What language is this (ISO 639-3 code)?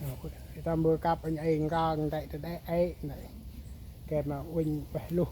cmo